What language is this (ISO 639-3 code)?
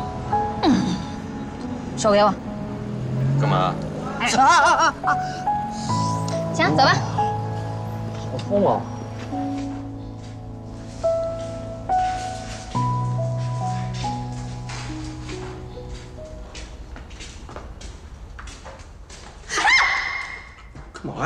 zho